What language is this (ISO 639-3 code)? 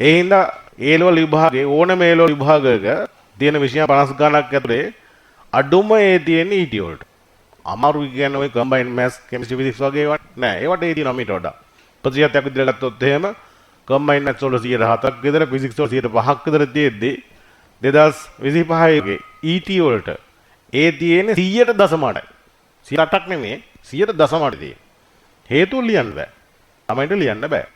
sin